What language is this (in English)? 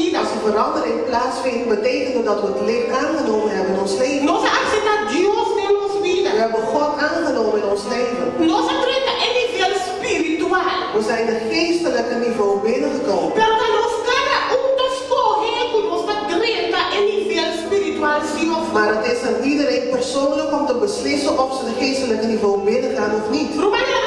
Papiamento